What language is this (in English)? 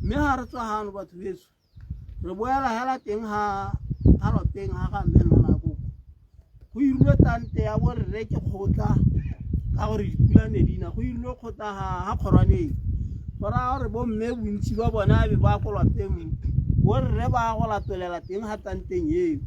Tswana